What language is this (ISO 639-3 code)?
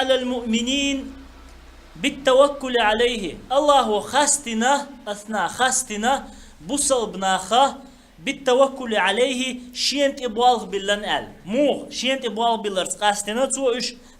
che